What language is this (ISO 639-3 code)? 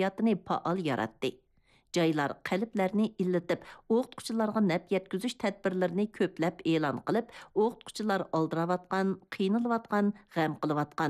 uig